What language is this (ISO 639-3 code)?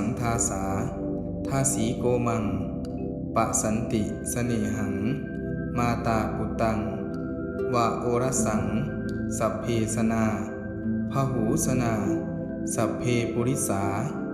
pli